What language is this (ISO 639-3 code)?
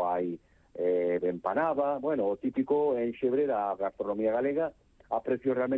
glg